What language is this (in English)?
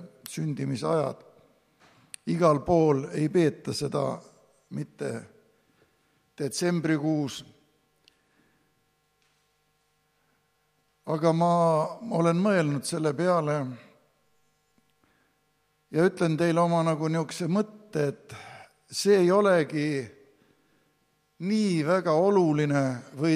Estonian